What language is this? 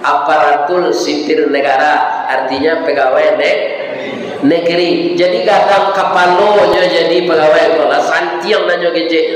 Minangkabau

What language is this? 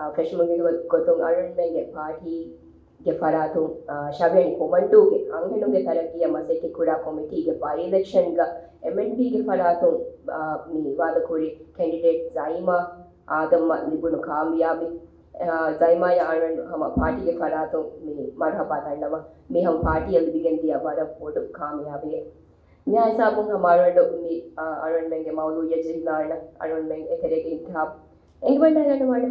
Divehi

